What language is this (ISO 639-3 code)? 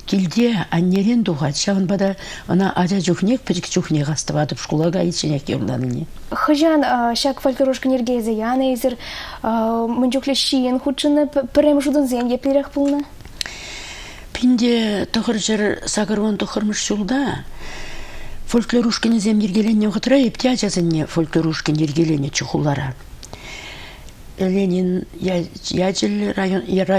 chv